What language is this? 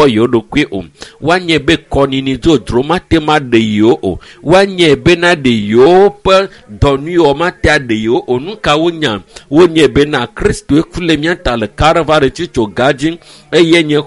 Ewe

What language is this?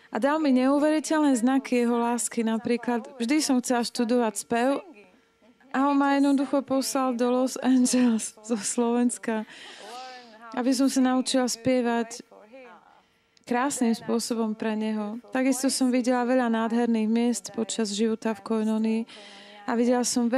Slovak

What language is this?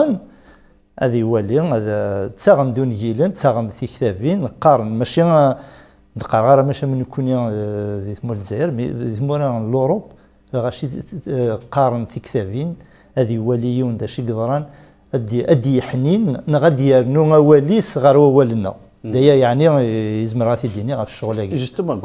Kabyle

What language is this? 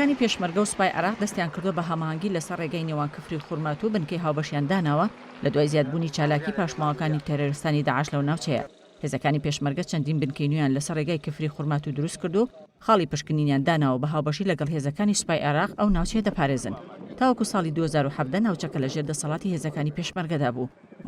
Central Kurdish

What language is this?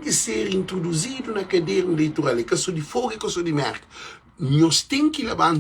Kabuverdianu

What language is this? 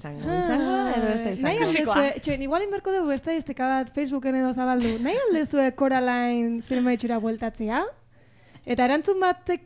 Basque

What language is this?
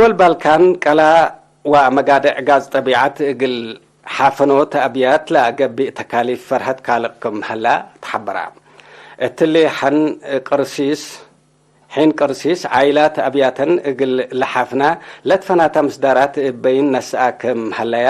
Tigre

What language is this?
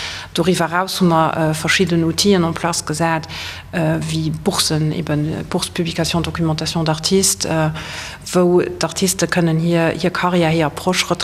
Luxembourgish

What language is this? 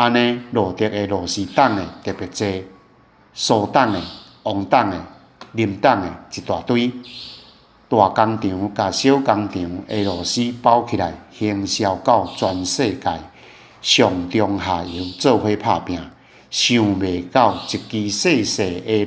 Min Nan Chinese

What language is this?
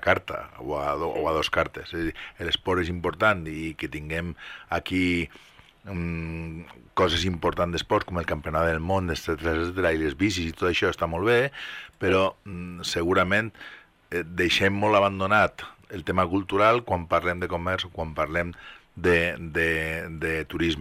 Catalan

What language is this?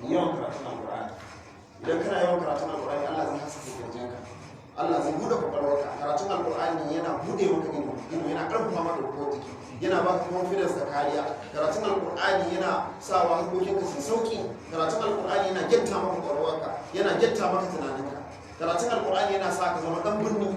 Hausa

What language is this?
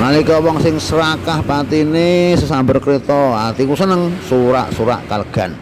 Javanese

